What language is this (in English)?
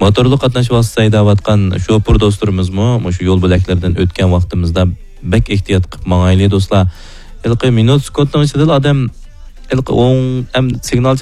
Uyghur